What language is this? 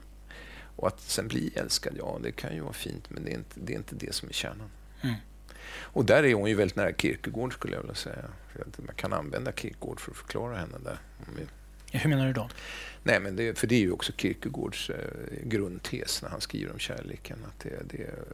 Swedish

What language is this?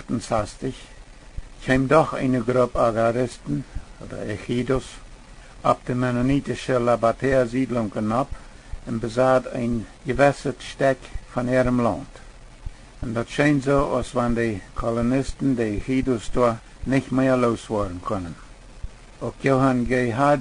Plautdietsch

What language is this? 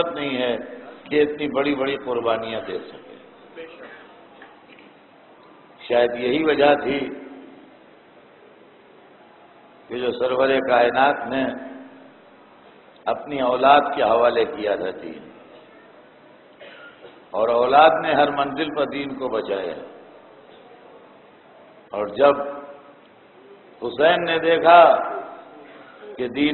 Urdu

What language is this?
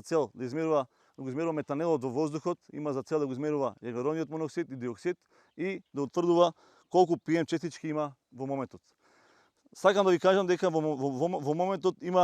Macedonian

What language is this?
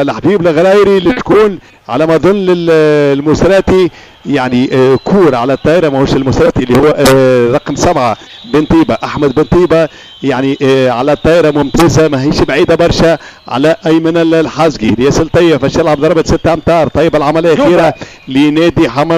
Tunisian Arabic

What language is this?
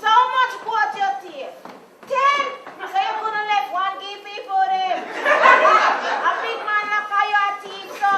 Jamaican Creole English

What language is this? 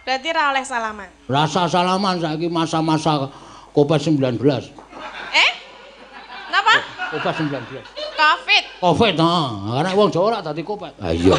Javanese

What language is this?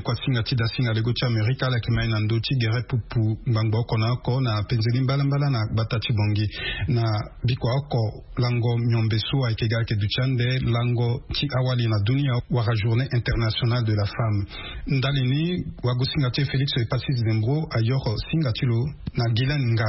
Sango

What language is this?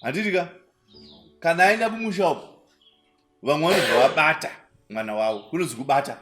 Shona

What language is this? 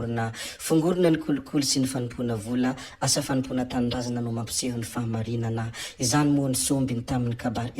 Malagasy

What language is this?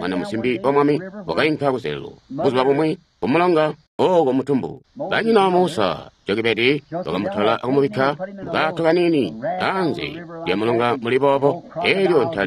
Tonga (Zambia)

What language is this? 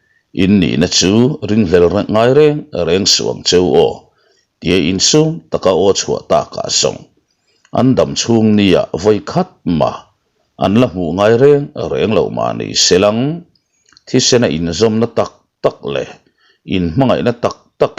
Mizo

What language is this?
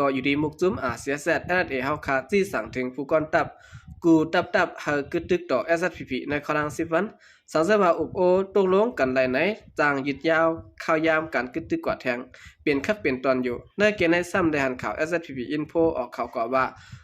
Shan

